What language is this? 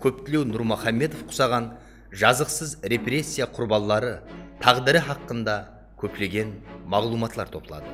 Kara-Kalpak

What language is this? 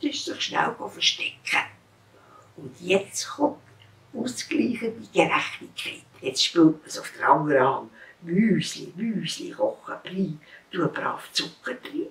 Swiss German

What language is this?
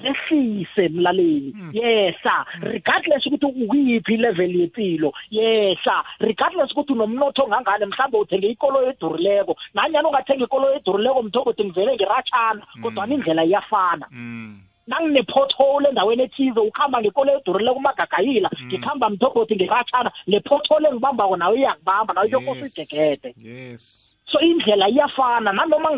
South Ndebele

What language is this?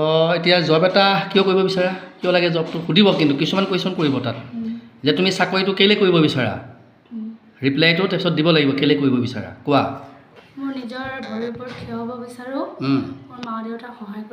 Assamese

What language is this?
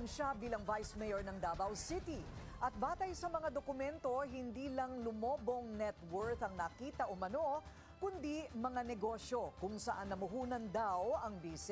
Filipino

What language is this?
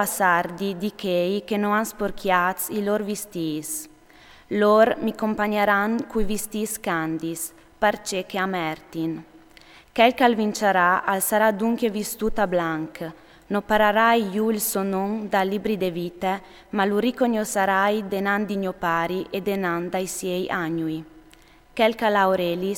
Friulian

